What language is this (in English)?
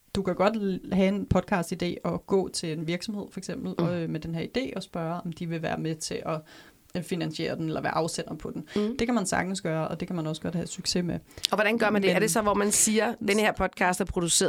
Danish